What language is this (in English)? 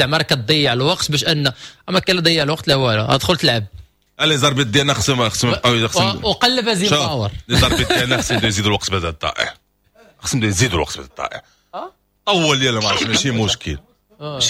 Moroccan Arabic